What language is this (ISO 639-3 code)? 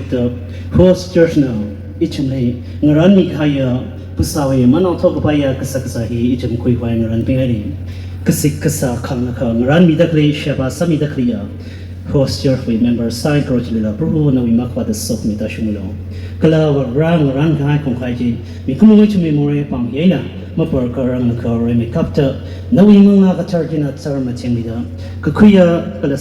nmf